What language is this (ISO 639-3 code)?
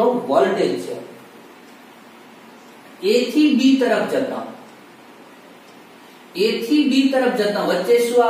guj